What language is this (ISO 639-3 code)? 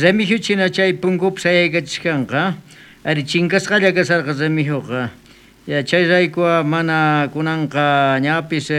quh